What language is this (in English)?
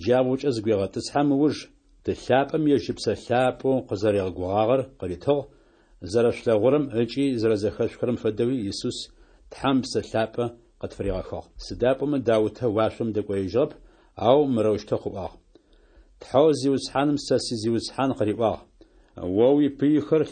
Adyghe